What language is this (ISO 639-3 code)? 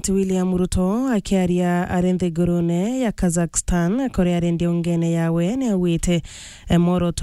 mer